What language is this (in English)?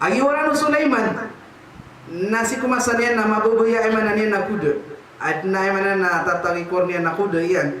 Maranao